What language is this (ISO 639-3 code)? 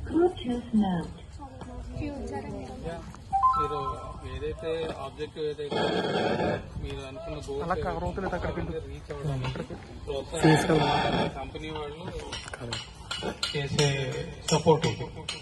tel